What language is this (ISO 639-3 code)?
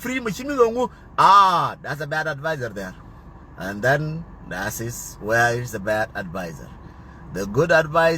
nus